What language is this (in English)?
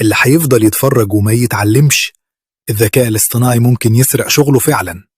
Egyptian Arabic